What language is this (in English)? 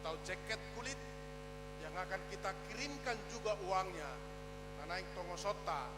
Batak Toba